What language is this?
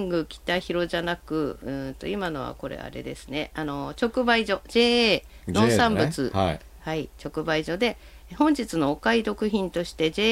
Japanese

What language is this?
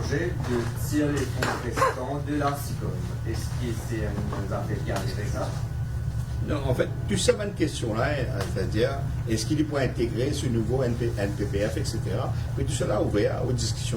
Morisyen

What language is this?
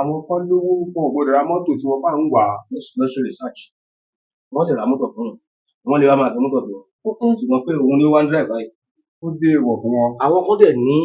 Yoruba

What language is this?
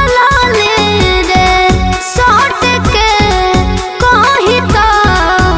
Bhojpuri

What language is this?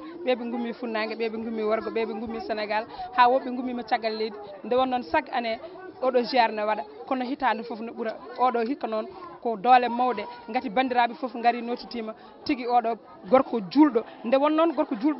Fula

